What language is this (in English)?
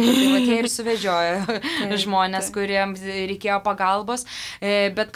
Lithuanian